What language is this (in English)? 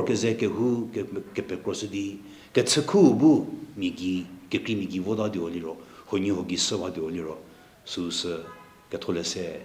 Angami Naga